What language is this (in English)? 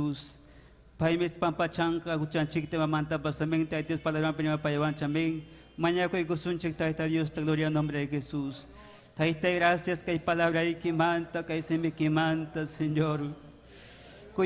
Ayacucho Quechua